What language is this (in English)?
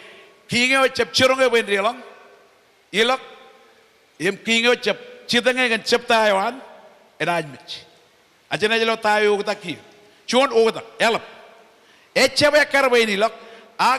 Marshallese